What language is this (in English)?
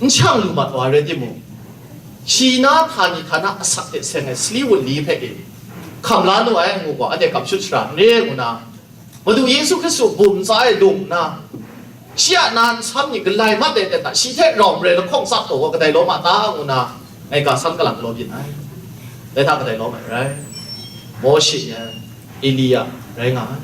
Kachin